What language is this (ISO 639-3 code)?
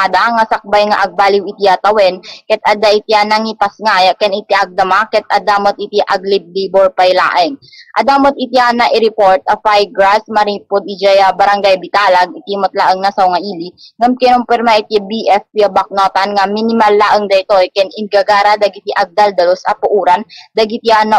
ilo